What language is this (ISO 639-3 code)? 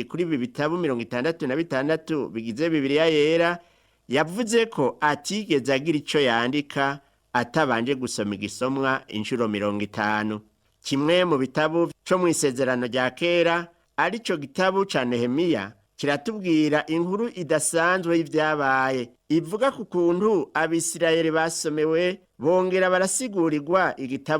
run